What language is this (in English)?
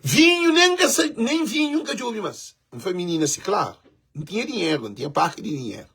Kabuverdianu